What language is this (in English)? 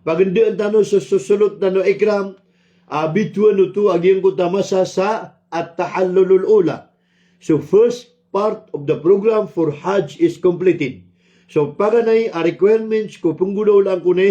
Maranao